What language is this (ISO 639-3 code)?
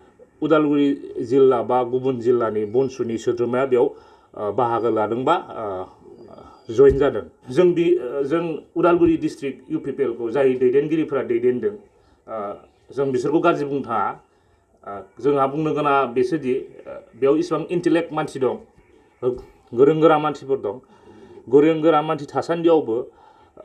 brx